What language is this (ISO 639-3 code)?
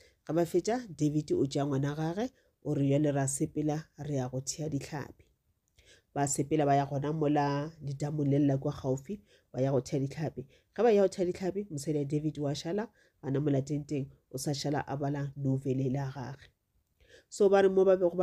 nso